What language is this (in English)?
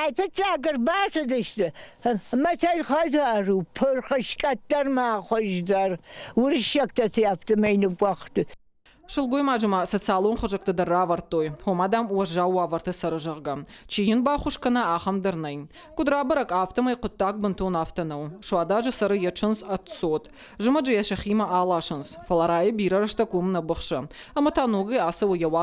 Ossetic